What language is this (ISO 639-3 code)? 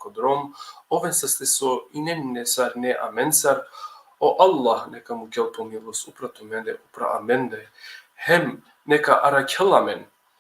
rmn